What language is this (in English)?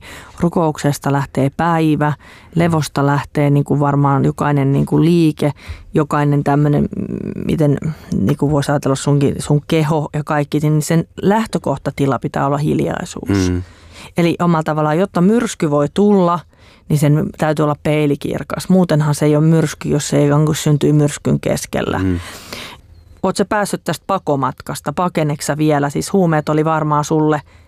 Finnish